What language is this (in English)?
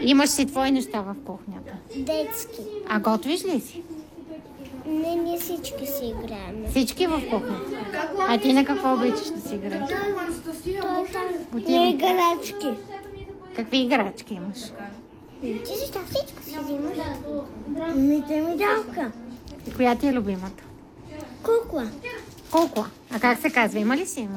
Bulgarian